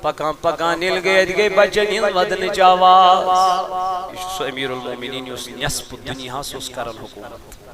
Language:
Kashmiri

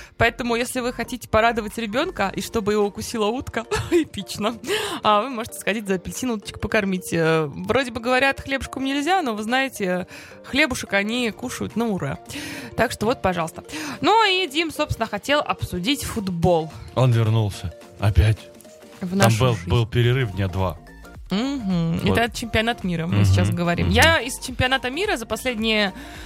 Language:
Russian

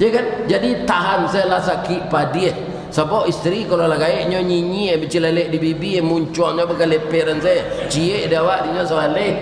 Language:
Minangkabau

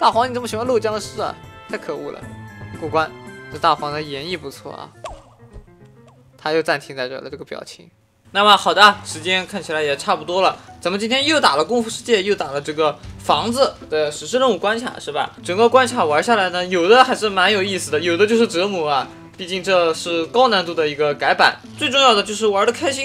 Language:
Chinese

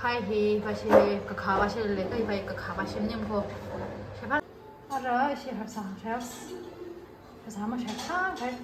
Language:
Tangkhul Naga (India)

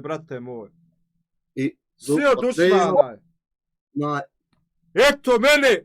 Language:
Bosnian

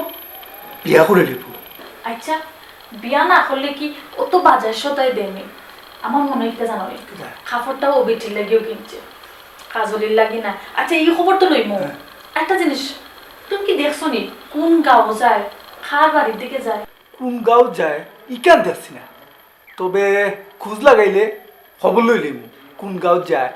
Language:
Sylheti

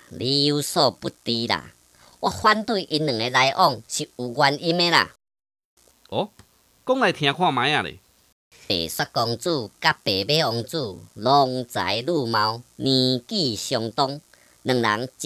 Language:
Min Nan Chinese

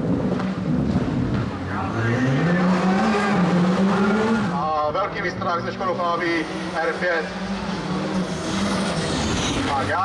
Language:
Czech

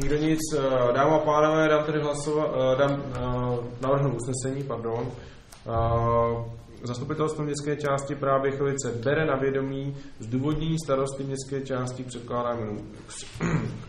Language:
Czech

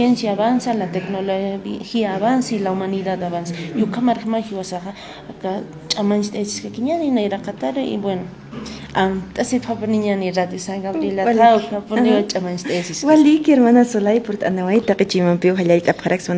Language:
Aymara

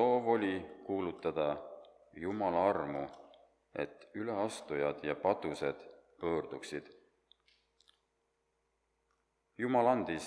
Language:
Estonian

